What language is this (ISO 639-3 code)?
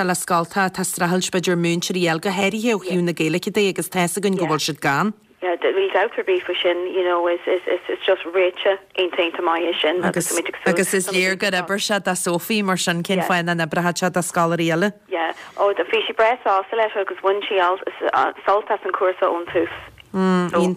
gle